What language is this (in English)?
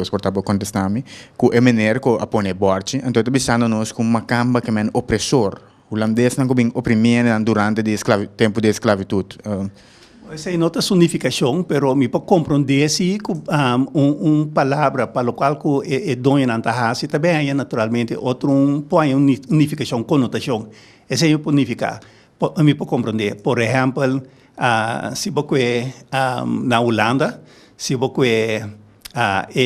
Papiamento